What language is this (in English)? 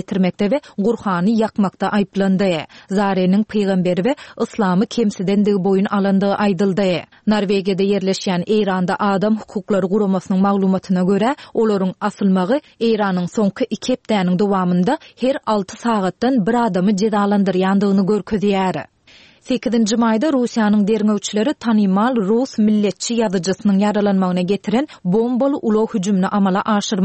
Turkmen